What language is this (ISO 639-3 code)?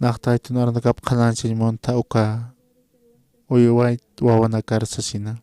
aym